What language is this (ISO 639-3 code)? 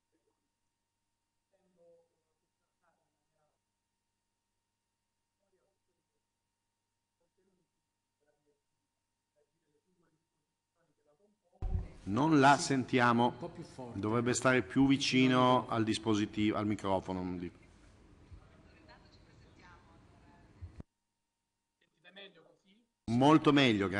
ita